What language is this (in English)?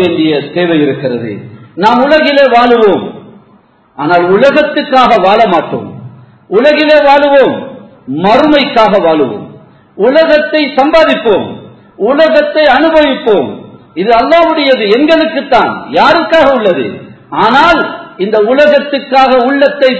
Tamil